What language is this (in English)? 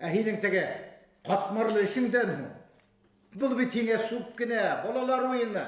Bashkir